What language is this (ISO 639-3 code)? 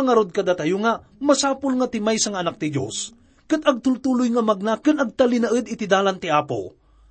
ilo